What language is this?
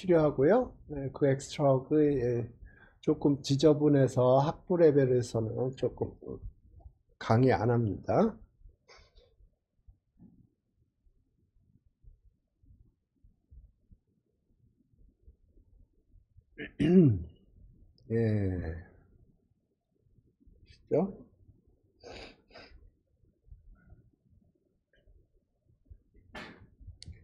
Korean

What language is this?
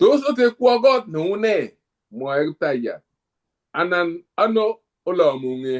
Kalenjin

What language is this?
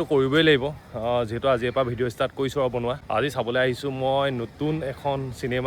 Assamese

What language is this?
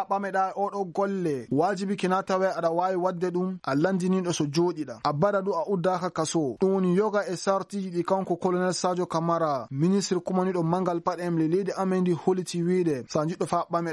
Maasina Fulfulde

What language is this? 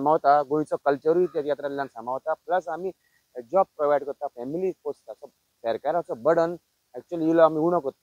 Konkani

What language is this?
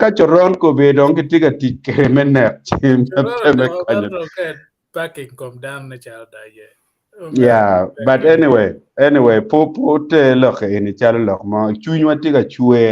Acoli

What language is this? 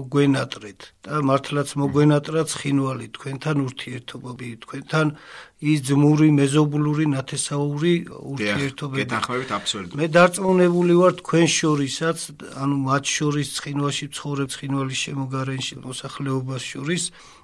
Georgian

